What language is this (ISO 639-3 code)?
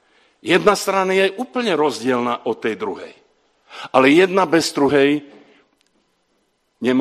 slk